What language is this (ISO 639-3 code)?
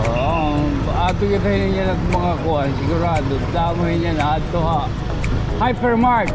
war